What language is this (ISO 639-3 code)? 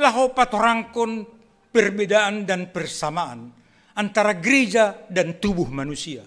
bts